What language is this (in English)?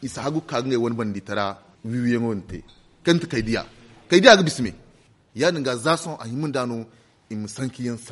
Zarma